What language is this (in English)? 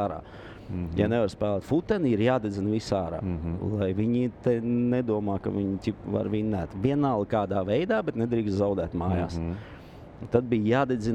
Latvian